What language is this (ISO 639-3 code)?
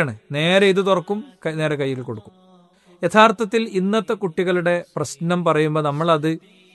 mal